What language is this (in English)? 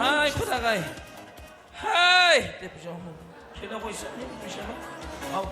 Kara-Kalpak